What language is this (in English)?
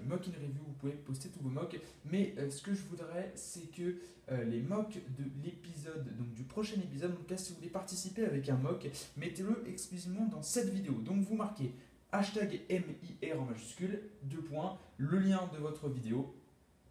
French